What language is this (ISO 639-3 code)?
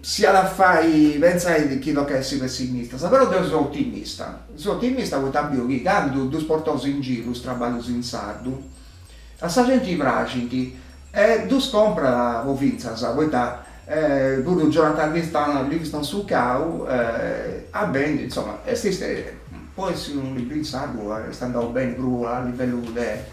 srd